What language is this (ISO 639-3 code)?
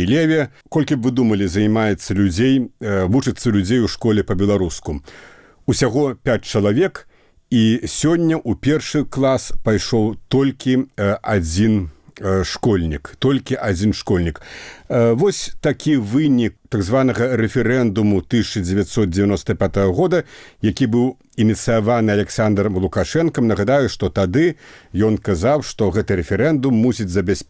bel